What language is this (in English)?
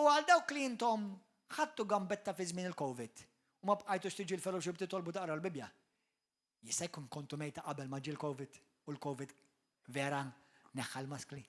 Maltese